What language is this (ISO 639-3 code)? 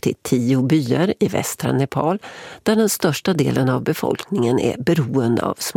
swe